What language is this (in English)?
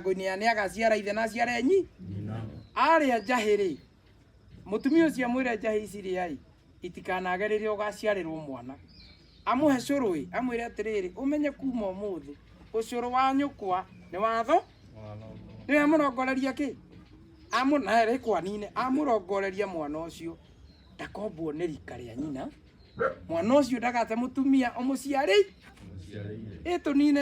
Kikuyu